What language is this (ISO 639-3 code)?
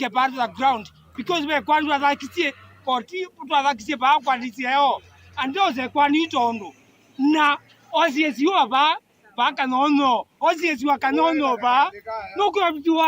kam